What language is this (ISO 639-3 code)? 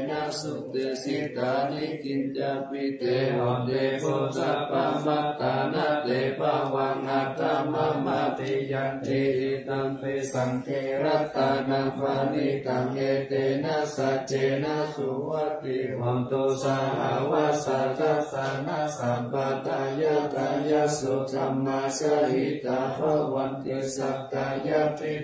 pli